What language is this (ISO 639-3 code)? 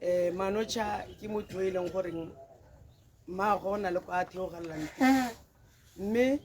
tsn